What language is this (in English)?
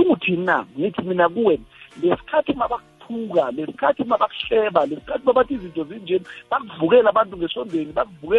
South Ndebele